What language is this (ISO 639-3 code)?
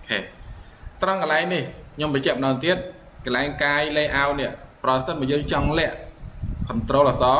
khm